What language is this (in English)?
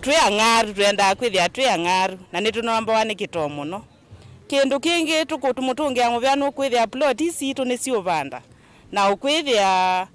Kamba